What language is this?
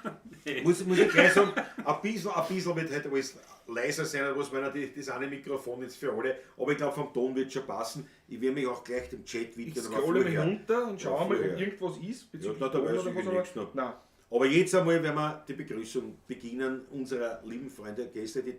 Bavarian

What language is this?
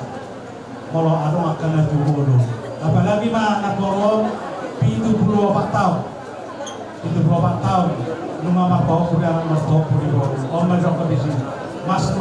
Batak Toba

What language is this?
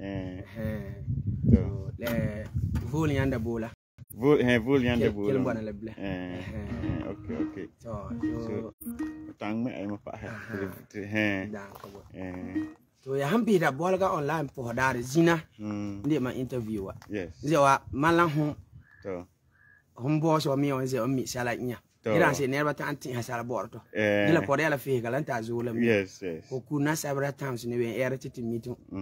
Frafra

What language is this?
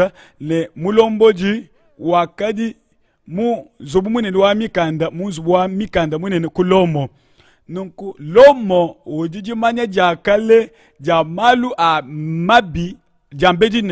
Luba-Lulua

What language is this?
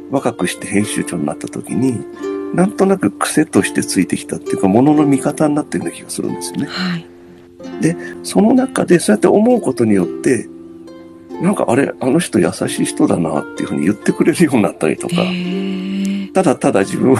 Japanese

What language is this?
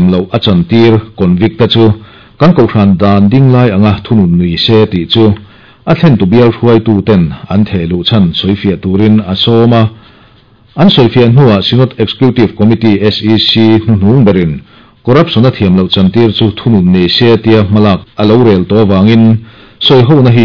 Mizo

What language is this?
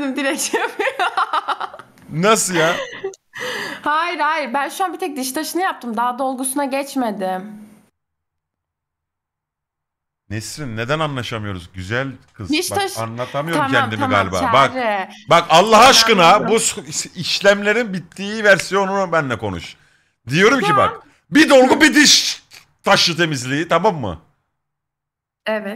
Turkish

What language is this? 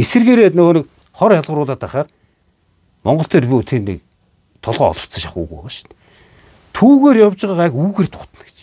Mongolian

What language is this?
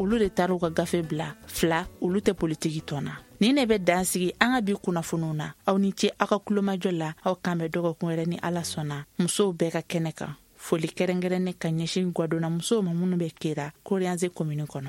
Bambara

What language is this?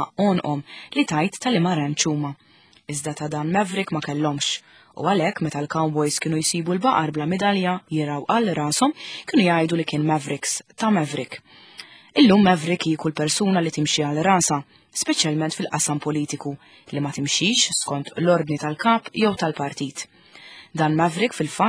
Maltese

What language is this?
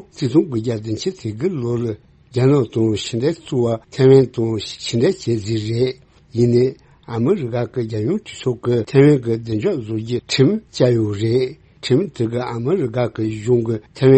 Tibetan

